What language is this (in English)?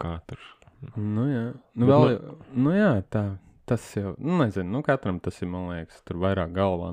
Latvian